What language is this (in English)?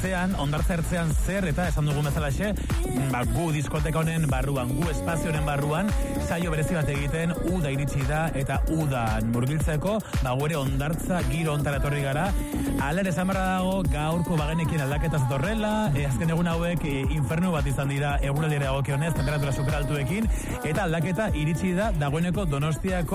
Basque